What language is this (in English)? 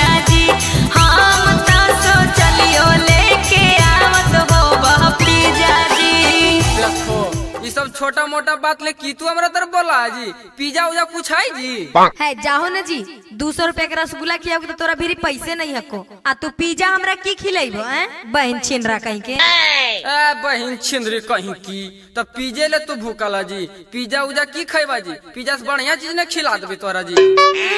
Magahi